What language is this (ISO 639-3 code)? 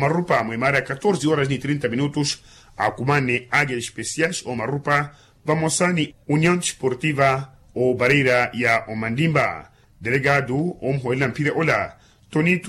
vmw